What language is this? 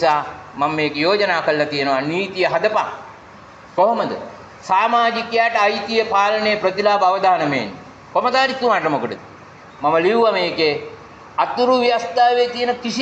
Sinhala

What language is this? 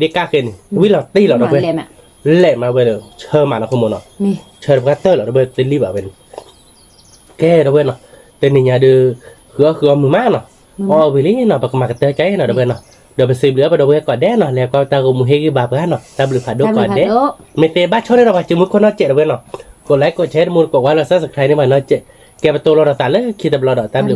S'gaw Karen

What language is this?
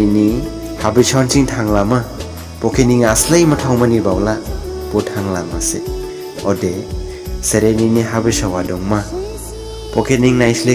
Dimasa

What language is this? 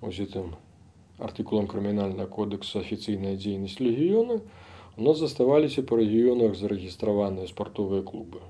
Belarusian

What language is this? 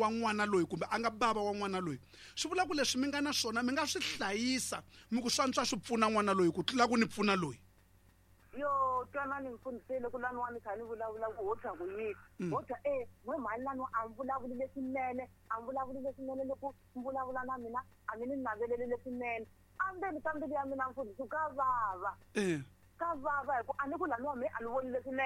Tsonga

